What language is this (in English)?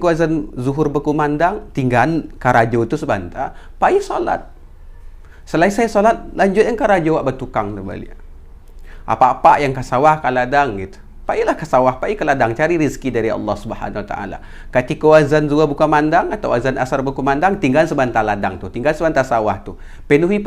Minangkabau